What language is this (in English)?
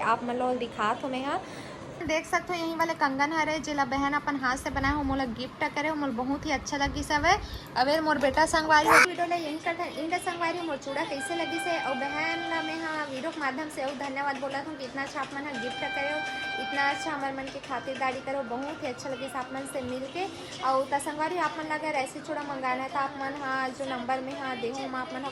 Chhattisgarhi